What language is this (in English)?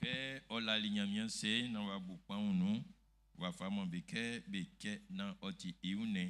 Baoulé